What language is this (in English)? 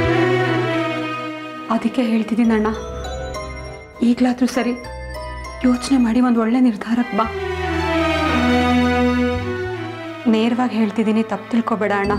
Kannada